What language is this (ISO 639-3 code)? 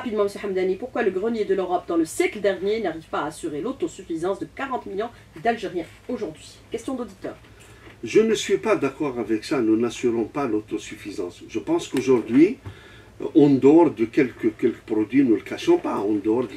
fra